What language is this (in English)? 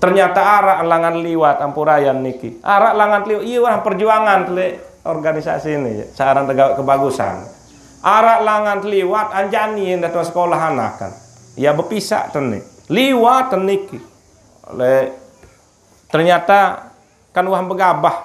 Sasak